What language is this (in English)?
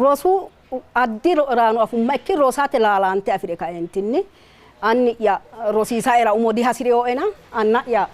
Sidamo